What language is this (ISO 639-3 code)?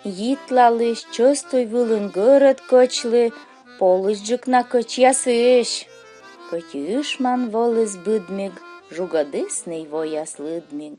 kom